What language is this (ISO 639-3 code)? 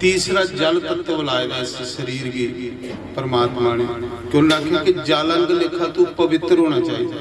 doi